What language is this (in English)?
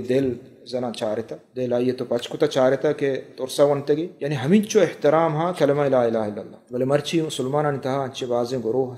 Eastern Balochi